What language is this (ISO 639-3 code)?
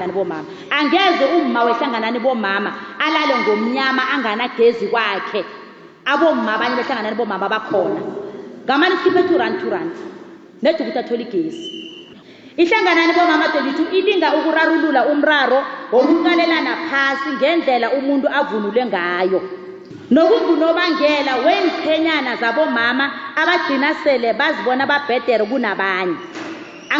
nbl